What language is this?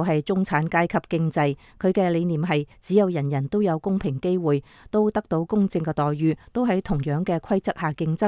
Cantonese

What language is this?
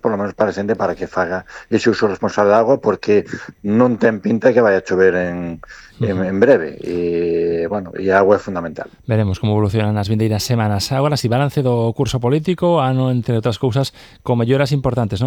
Galician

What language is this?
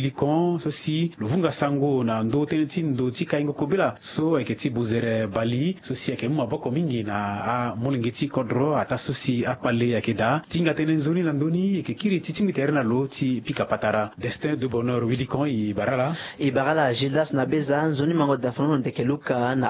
Sango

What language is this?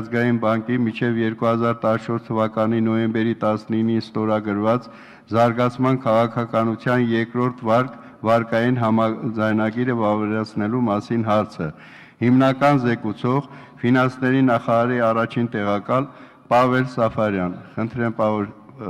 Armenian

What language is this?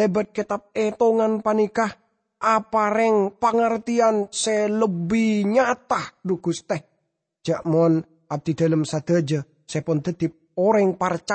Madurese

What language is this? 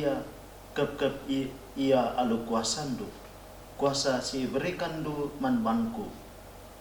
Batak Karo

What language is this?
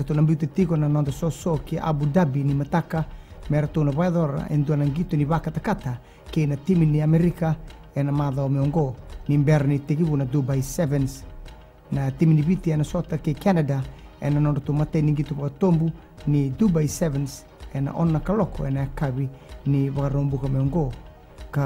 Fijian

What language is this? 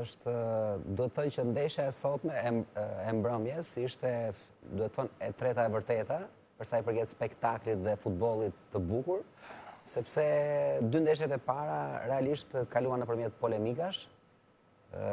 Albanian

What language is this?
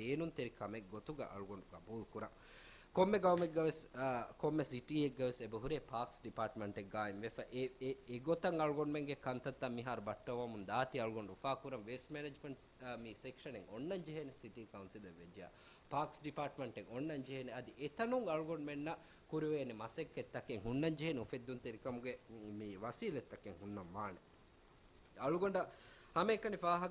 Divehi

